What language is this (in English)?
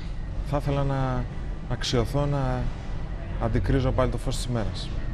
Greek